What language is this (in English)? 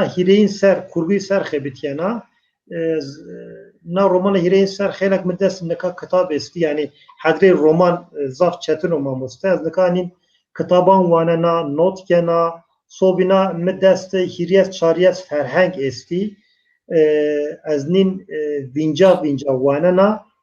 Zaza